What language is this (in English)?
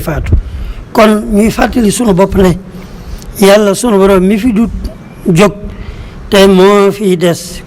Wolof